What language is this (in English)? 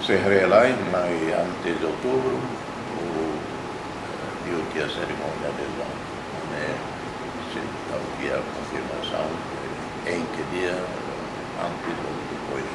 Tetum